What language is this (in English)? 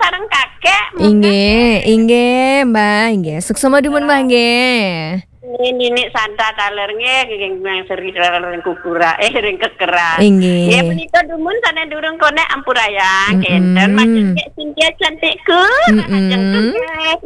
Balinese